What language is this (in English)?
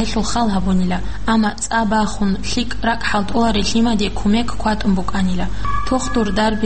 Avaric